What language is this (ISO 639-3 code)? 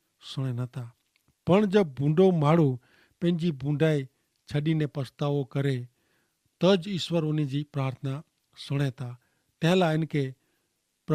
kfr